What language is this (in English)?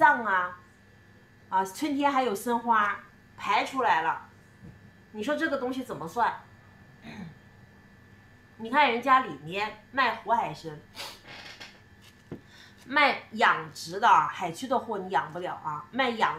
Chinese